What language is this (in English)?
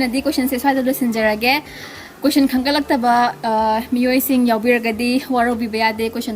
Manipuri